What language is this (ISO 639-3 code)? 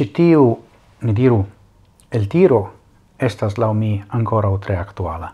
epo